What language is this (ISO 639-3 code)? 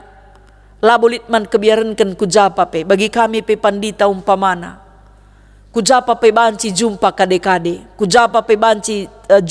btx